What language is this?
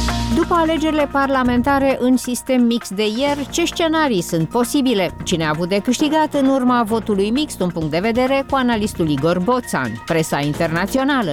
Romanian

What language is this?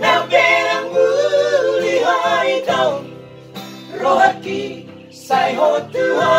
Batak Toba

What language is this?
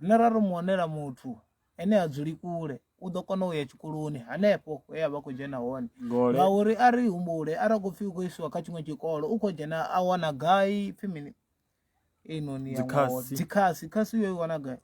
Venda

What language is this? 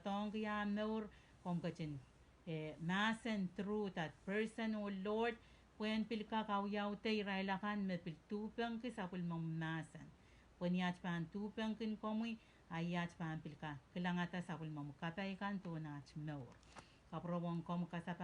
Pohnpeian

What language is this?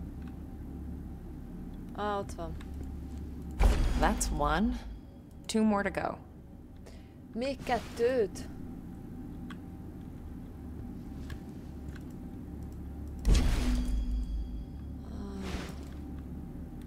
Hungarian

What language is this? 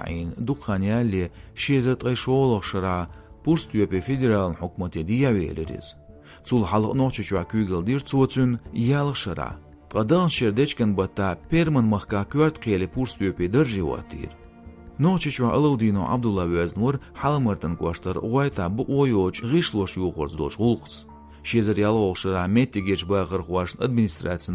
Chechen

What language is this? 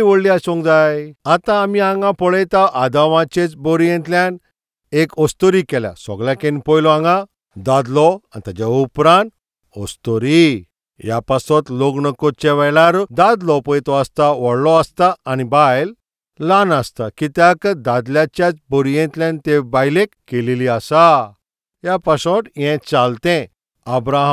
Konkani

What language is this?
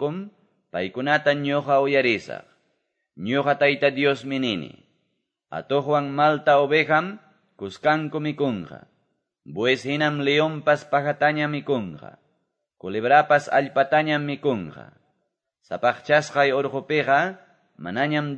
Quechua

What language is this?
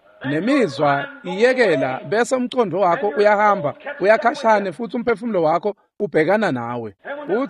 Swati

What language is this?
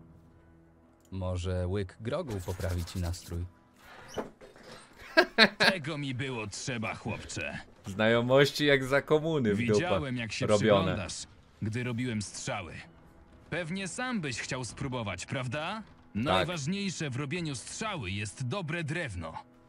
Polish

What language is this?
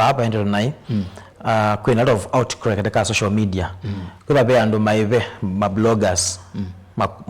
Kamba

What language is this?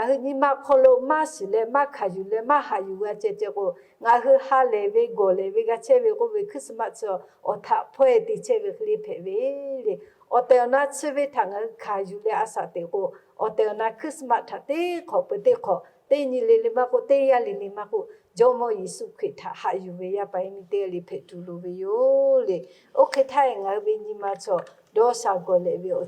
Lahu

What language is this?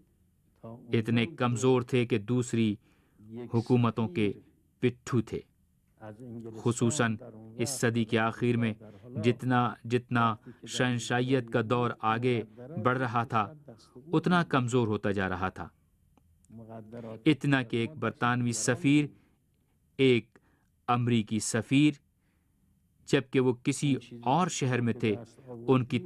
Urdu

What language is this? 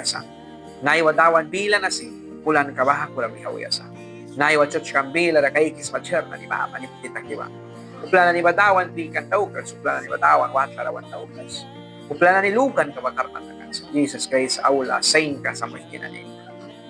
Mískito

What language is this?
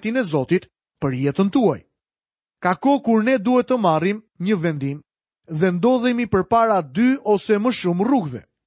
Albanian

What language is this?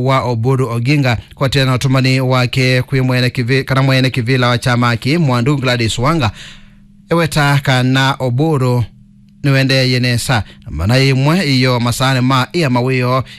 Kamba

